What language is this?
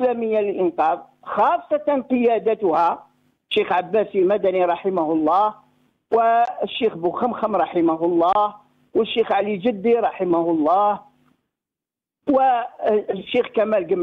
Arabic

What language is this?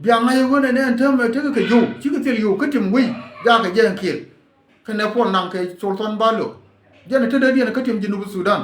Nuer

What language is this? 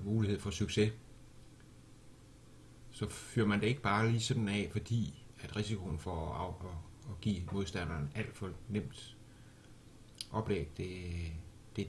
Danish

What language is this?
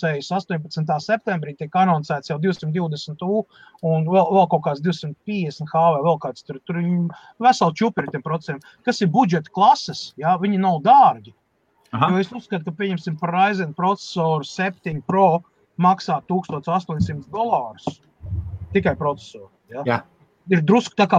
Latvian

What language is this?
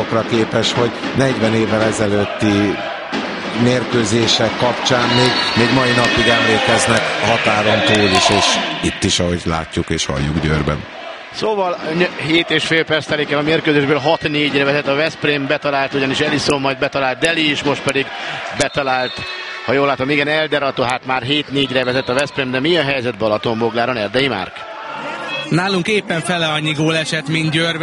Hungarian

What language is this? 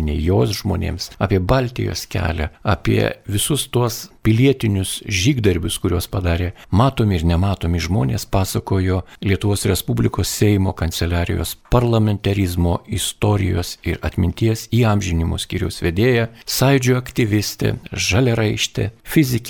Lithuanian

